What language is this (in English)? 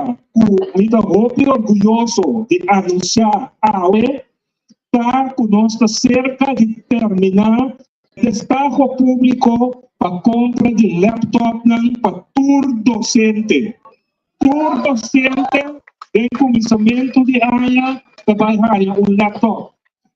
Papiamento